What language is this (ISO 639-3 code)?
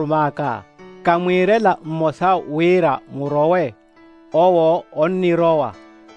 vmw